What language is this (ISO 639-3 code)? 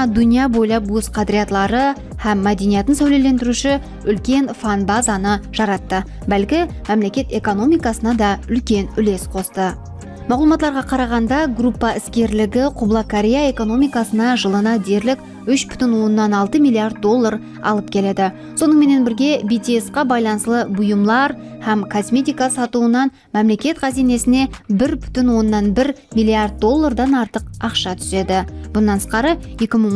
kaa